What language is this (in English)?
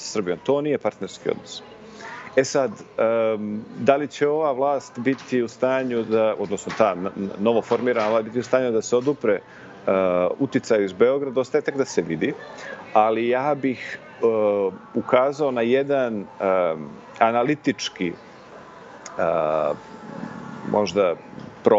Serbian